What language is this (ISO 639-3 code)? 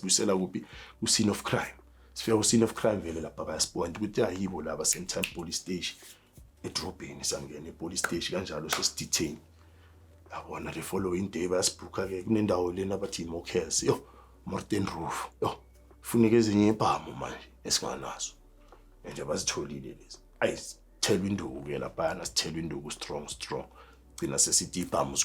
zul